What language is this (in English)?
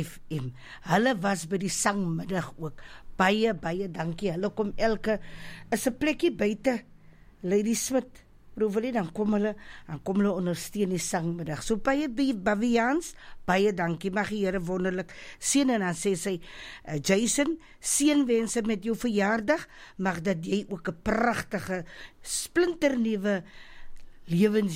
Afrikaans